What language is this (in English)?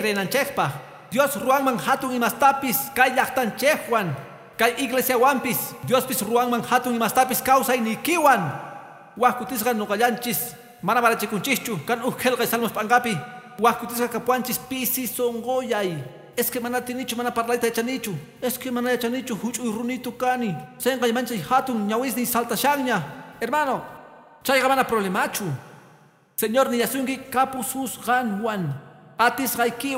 Quechua